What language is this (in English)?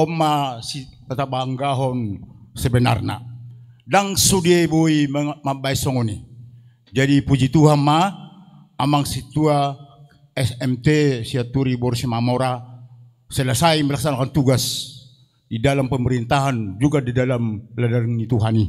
Batak Toba